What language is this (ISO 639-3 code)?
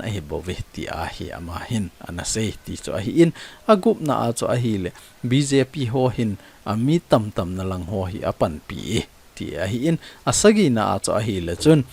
tcz